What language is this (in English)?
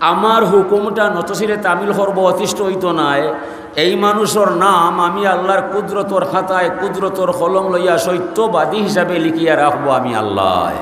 Sylheti